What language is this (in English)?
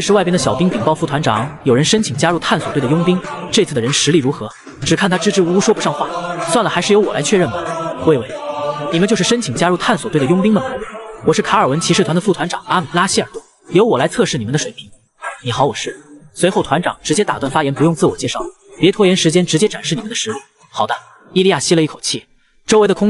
Chinese